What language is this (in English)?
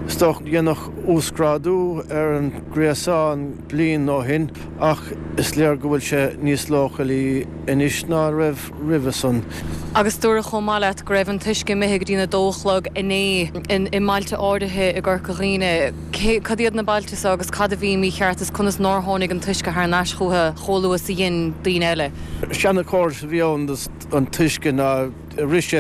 Irish